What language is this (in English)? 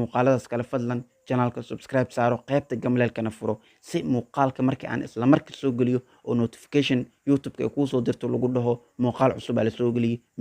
Somali